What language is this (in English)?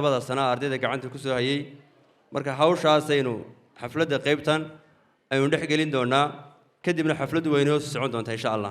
Somali